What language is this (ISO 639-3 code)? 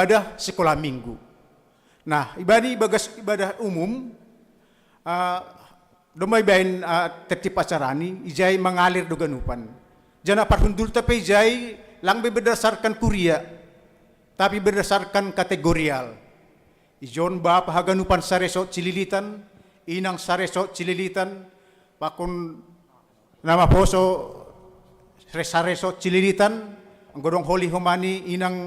bts